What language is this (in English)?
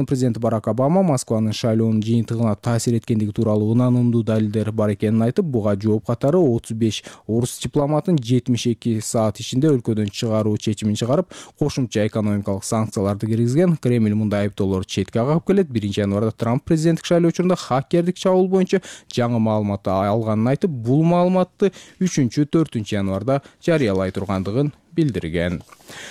Kyrgyz